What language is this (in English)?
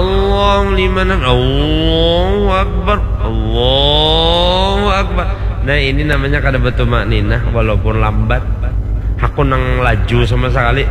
Banjar